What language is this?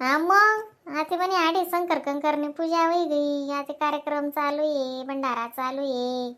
Khandesi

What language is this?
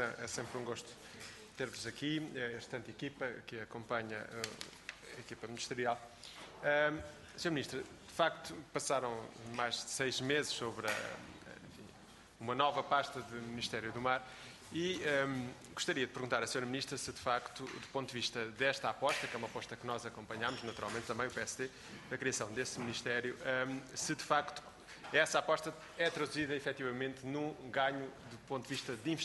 Portuguese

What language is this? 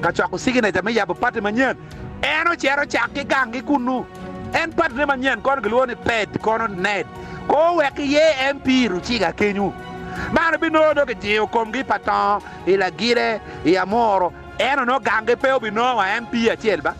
Acoli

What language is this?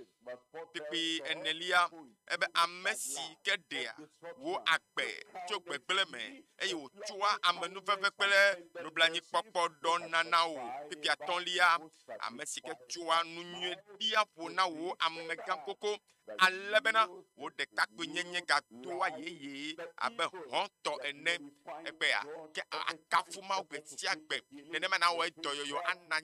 Ewe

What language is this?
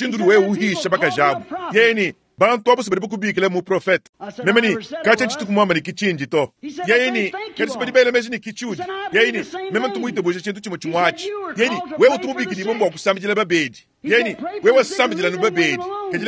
Luba-Lulua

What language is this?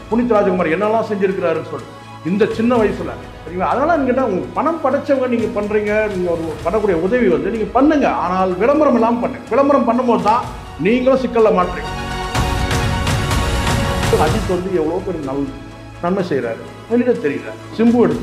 Tamil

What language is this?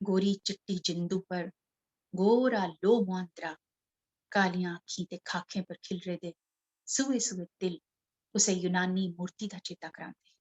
Dogri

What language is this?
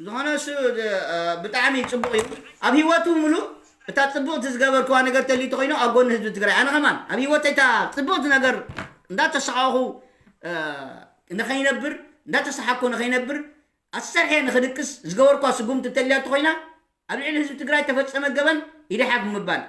Tigrinya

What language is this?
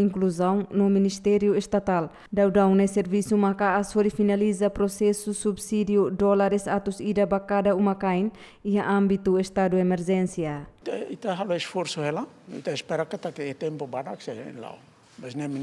Tetum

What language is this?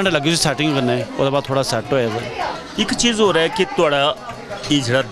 Dogri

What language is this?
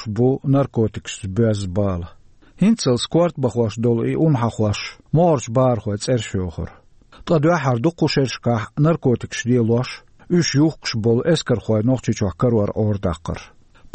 Chechen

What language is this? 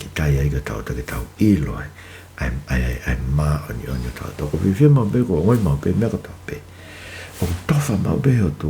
Tongan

